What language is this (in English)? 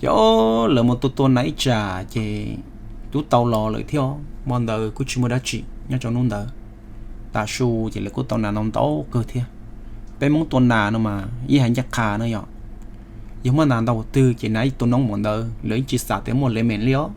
Hmong